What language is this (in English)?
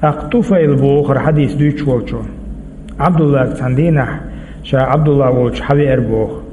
Chechen